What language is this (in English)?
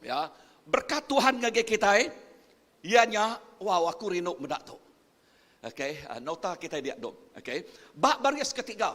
Iban